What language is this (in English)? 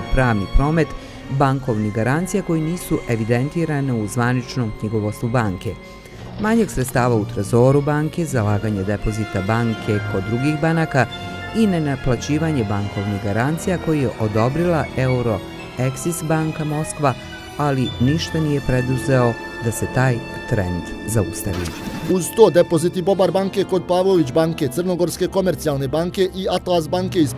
Bosnian